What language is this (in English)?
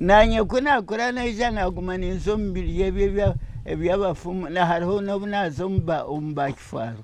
Nyankole